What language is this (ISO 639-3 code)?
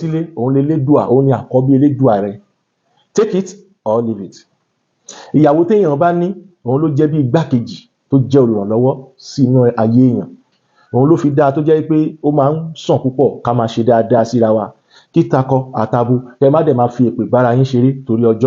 yor